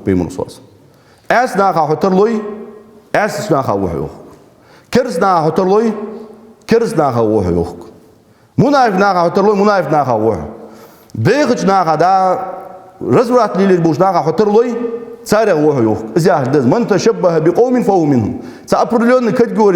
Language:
Ingush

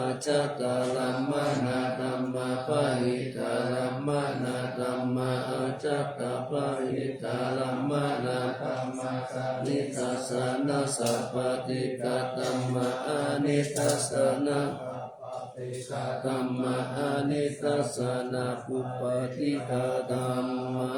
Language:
Pali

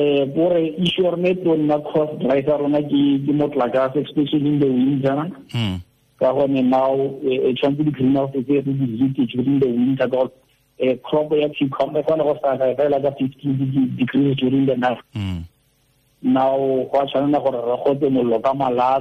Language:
Tswana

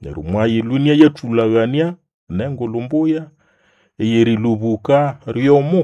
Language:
Nande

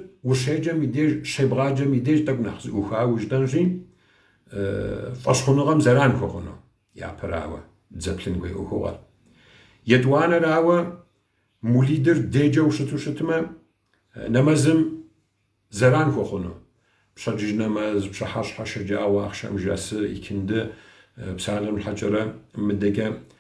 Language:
Kabardian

